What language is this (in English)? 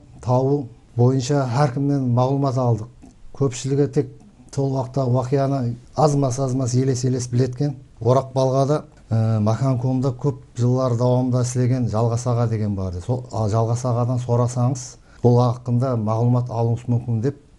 Kara-Kalpak